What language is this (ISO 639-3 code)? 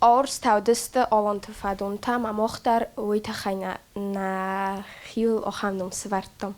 oss